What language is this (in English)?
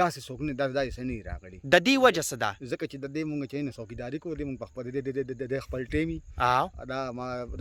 Pashto